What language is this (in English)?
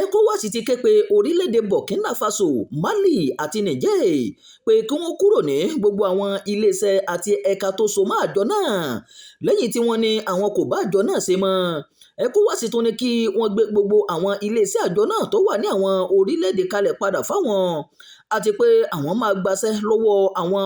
Yoruba